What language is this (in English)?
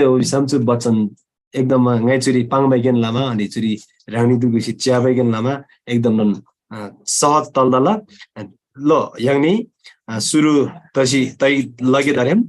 Eastern Tamang